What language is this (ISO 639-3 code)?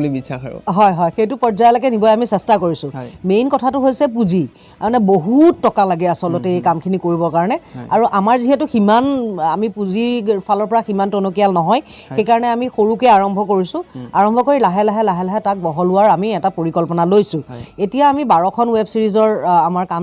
asm